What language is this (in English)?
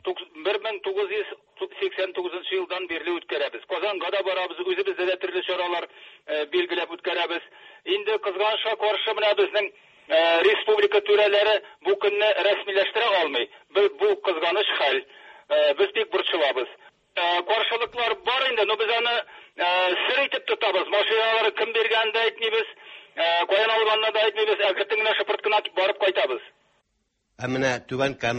Tatar